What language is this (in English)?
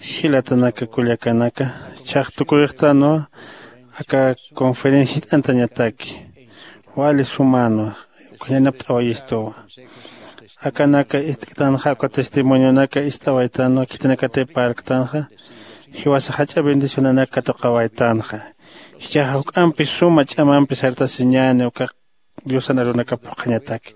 Aymara